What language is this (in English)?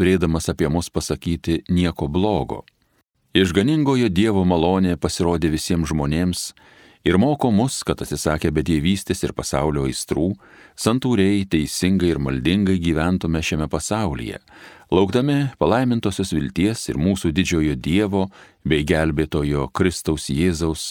Lithuanian